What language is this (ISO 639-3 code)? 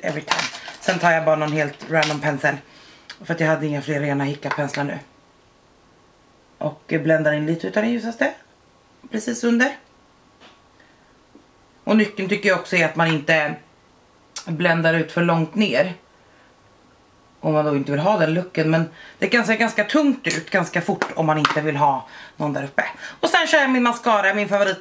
swe